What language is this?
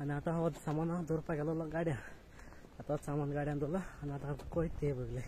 Konkani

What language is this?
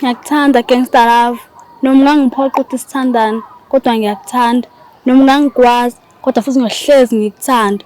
Zulu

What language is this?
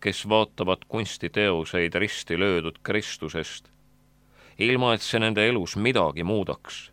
Estonian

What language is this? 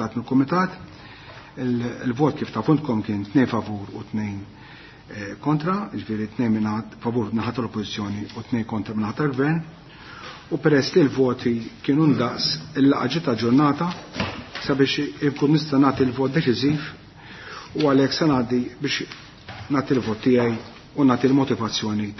Maltese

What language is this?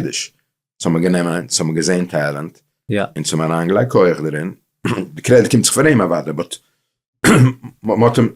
Yiddish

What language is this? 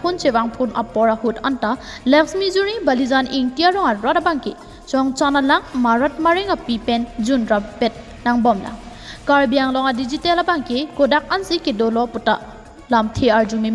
Karbi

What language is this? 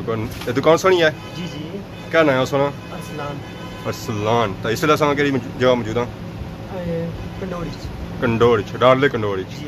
Pahari-Potwari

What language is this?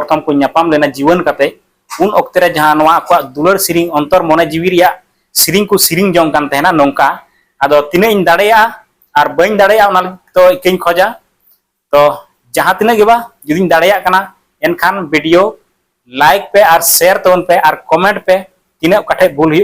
Santali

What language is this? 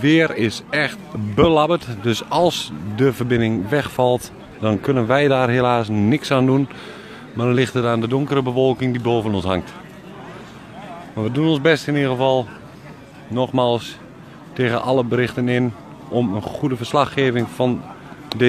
Dutch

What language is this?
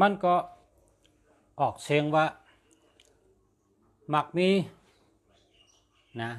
Shan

